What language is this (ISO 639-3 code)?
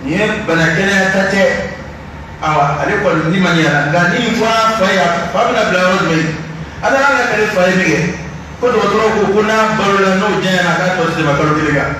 bam